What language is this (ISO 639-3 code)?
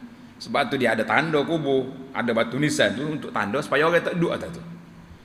msa